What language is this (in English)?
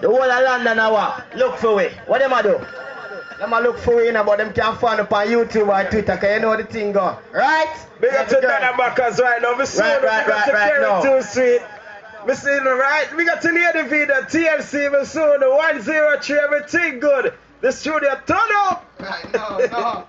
Jamaican Creole English